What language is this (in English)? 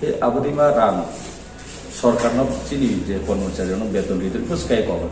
Riang (India)